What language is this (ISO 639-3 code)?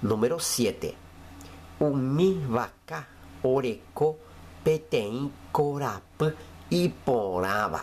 grn